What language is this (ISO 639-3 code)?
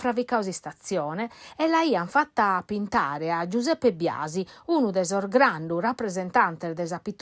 srd